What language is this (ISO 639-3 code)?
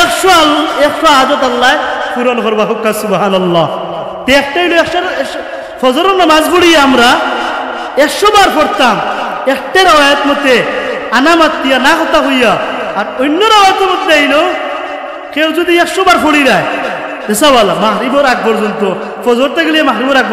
syl